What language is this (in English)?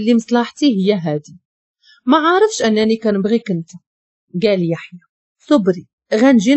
Moroccan Arabic